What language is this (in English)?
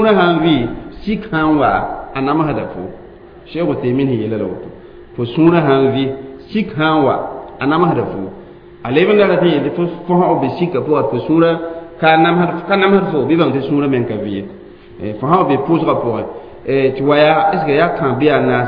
Mossi